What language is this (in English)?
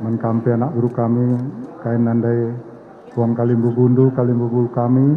Batak Karo